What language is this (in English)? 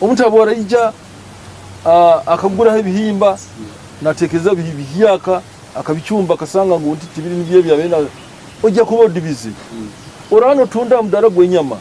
Nyoro